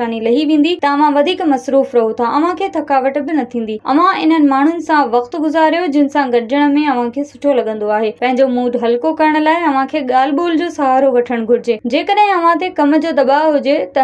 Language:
Sindhi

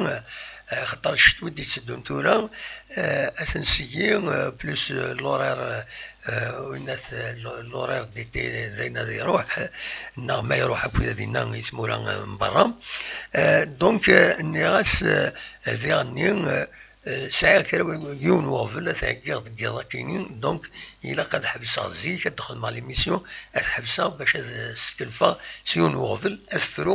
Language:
Kabyle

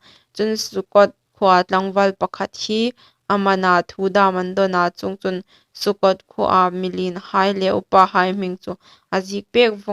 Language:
Hmar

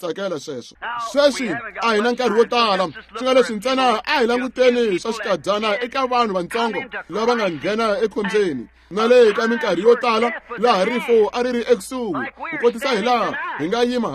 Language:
Tsonga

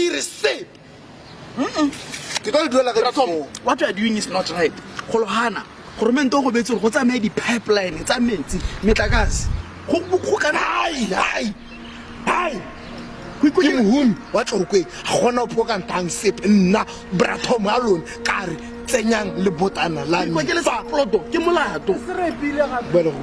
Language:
Tswana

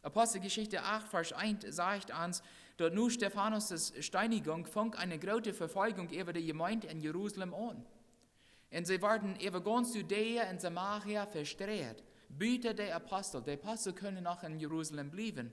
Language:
Plautdietsch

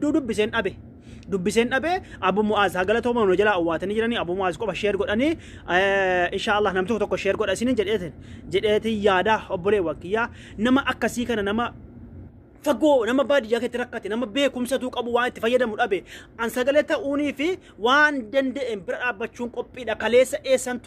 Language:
Oromo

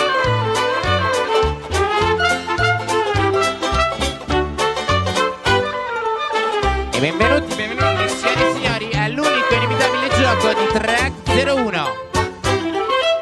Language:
Italian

